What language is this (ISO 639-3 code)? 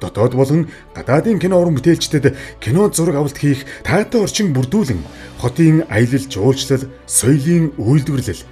mon